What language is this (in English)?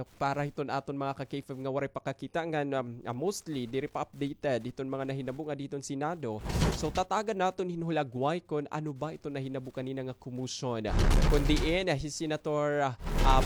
Waray